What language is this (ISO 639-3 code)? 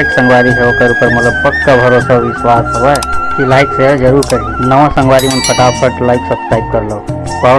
hne